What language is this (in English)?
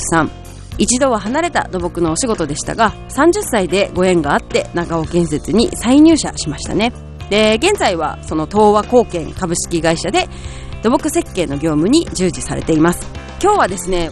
Japanese